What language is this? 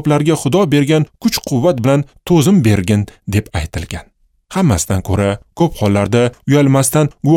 Uzbek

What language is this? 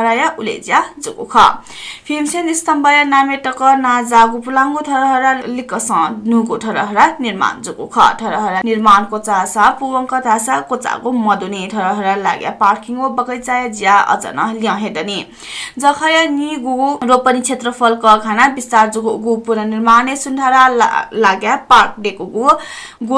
Newari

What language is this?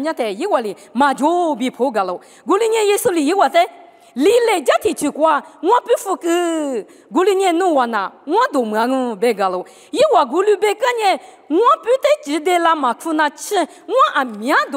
Lisu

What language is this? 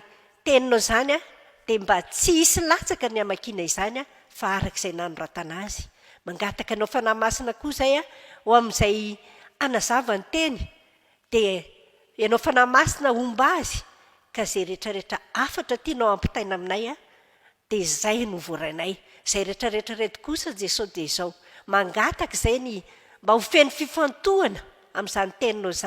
Malagasy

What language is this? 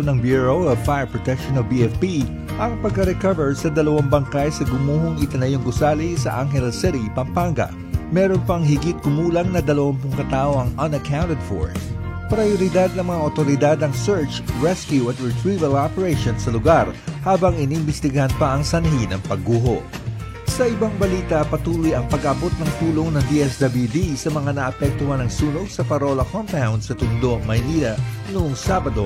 Filipino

